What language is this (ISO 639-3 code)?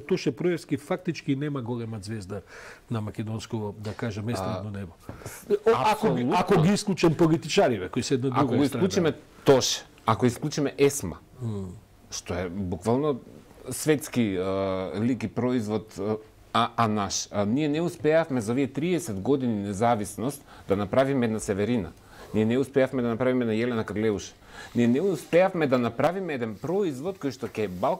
mkd